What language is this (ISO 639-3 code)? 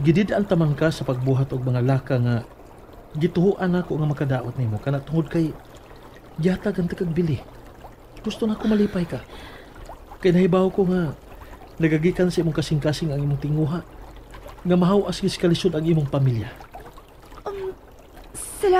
ceb